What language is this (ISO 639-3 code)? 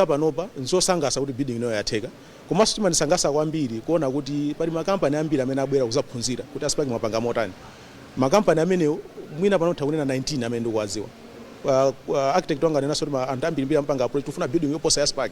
nya